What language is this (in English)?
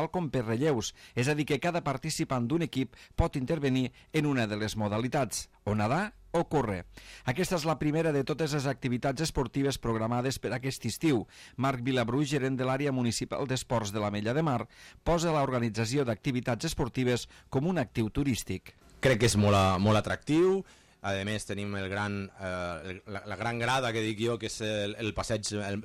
Catalan